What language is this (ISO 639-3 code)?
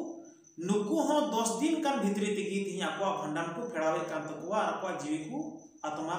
sat